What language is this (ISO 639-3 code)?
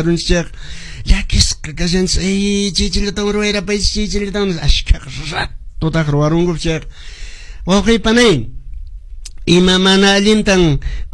que